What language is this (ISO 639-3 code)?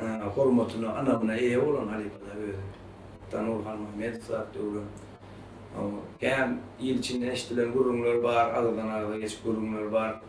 tuk